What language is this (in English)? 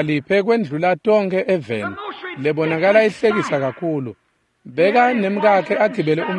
Swati